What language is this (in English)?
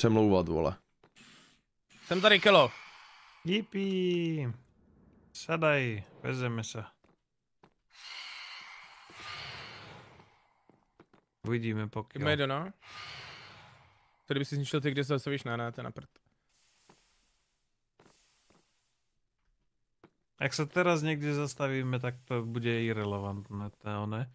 Czech